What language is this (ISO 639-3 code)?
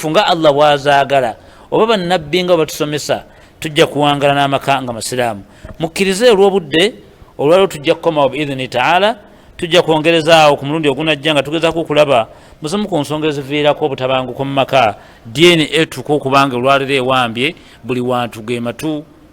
lug